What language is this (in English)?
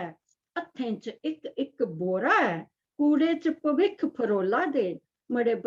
Dogri